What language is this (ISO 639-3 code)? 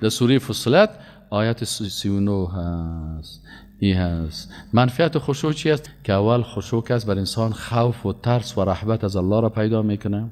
fas